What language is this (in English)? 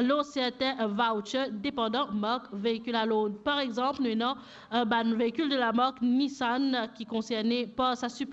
Morisyen